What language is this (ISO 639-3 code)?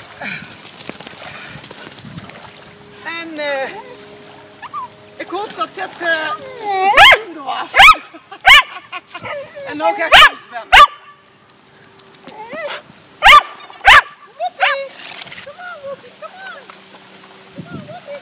nld